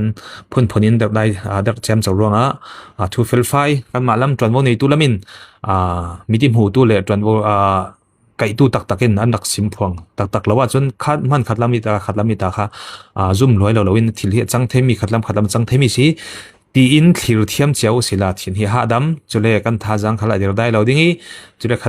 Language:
Falam Chin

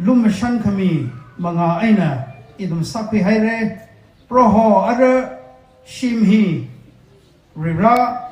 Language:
Tangkhul Naga (India)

